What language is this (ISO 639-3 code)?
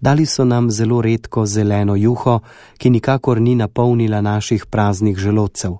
slv